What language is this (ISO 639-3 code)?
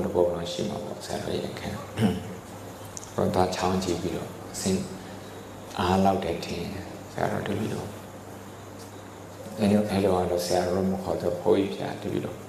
mya